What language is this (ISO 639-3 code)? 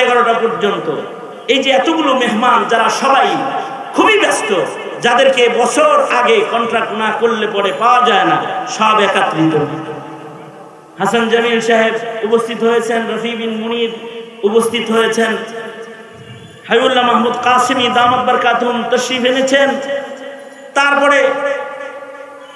ben